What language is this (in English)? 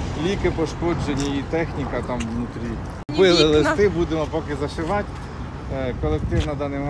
Ukrainian